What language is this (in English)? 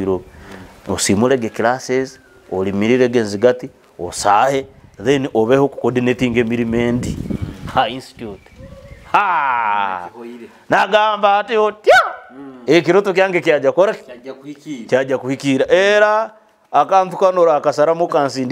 Nyoro